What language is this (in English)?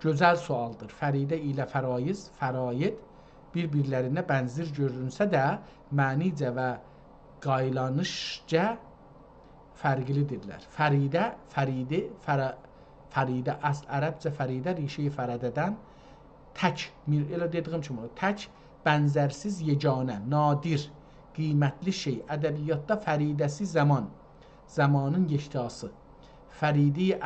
South Azerbaijani